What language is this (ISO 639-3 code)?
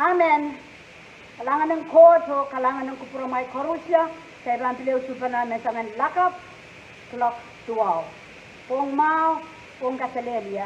pon